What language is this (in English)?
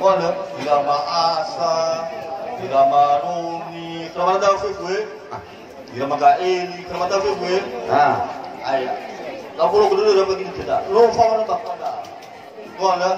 Nias